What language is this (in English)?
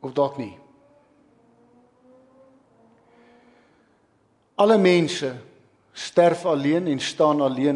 Afrikaans